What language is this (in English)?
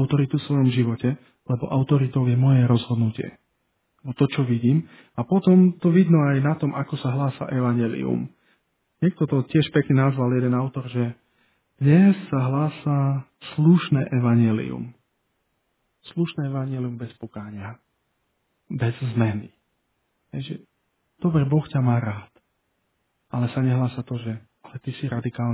Slovak